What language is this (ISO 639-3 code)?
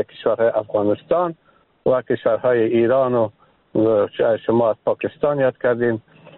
fas